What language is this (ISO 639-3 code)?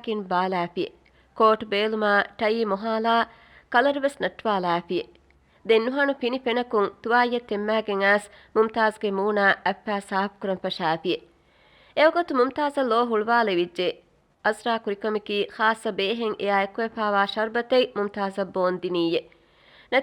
div